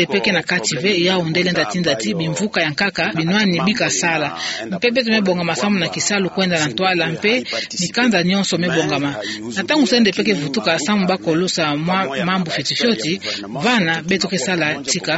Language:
Kituba (Democratic Republic of Congo)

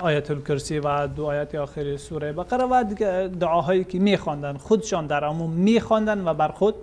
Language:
Persian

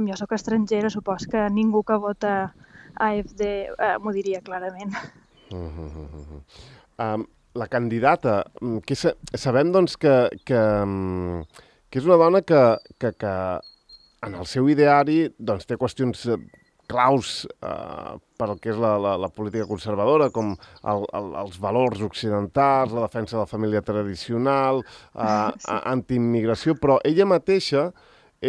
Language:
Catalan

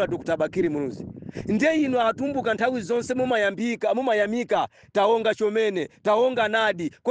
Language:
Nyanja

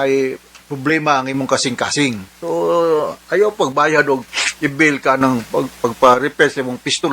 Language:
Cebuano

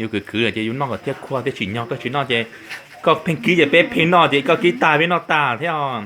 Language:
Hmong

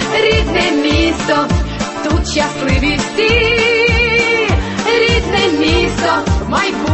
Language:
Ukrainian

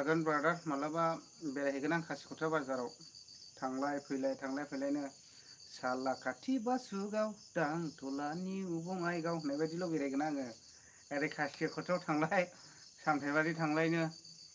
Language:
Bodo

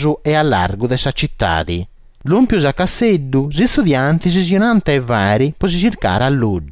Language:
Sardinian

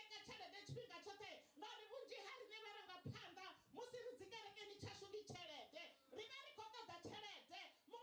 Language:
Venda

